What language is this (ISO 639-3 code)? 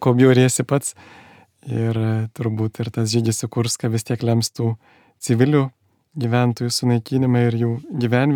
lit